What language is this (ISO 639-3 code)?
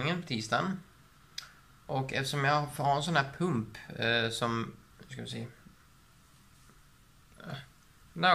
swe